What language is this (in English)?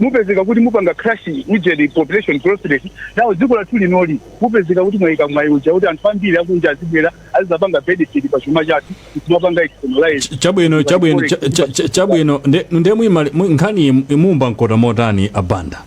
Nyanja